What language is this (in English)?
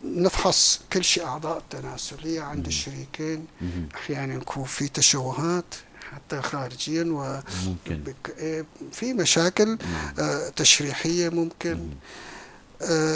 North Levantine Arabic